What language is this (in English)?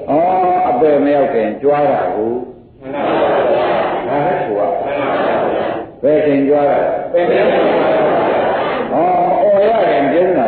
Burmese